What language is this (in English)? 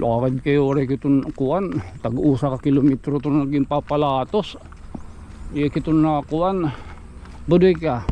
Waray